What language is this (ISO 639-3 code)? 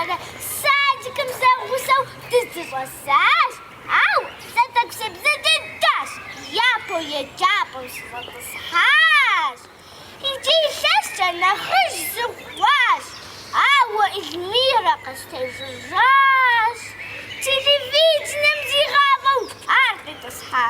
kbd